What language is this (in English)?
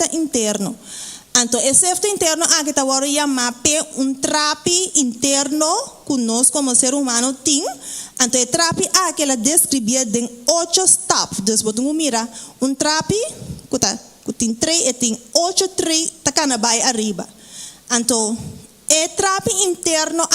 Papiamento